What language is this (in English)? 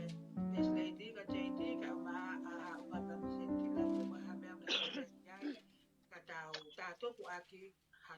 Tongan